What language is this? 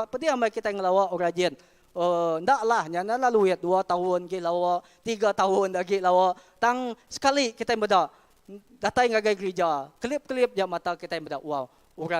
Iban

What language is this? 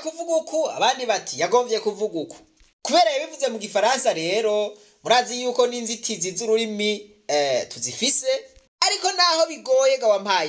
Rundi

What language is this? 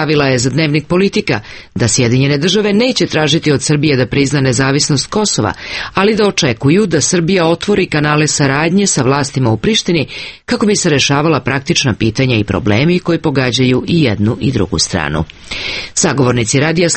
Serbian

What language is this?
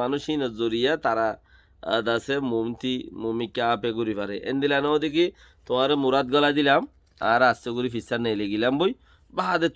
Rohingya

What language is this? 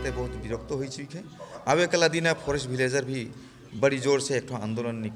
Sadri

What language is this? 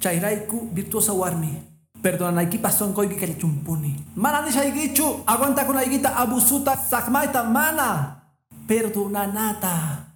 Quechua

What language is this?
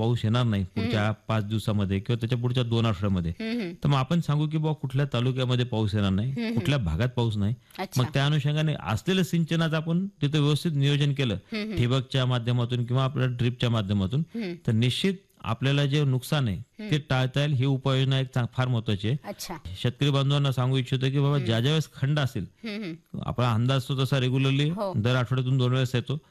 Marathi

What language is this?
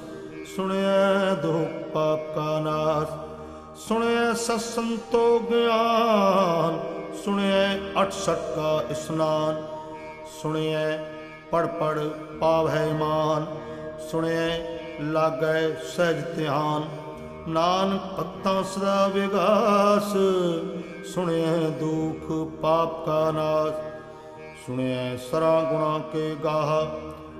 Punjabi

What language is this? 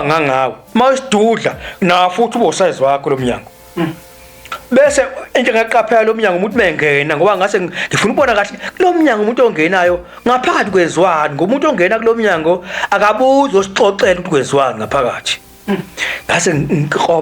Zulu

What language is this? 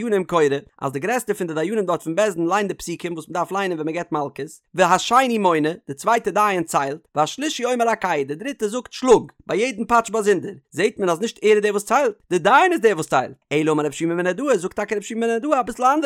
Yiddish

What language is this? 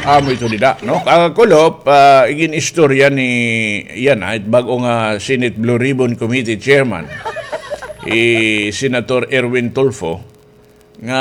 Waray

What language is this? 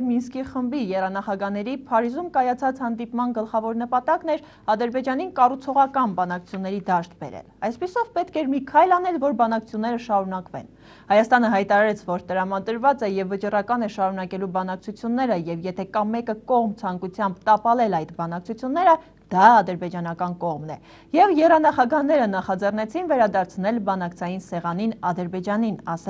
Armenian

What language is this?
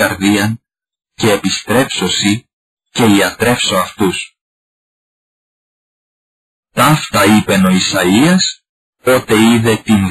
Greek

